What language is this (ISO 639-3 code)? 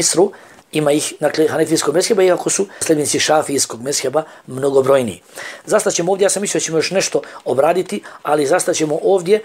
bos